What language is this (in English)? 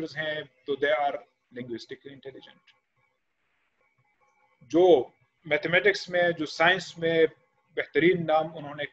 Urdu